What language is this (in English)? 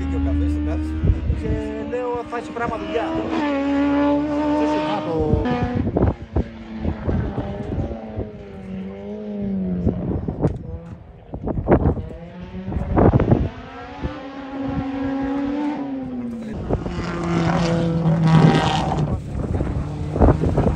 Greek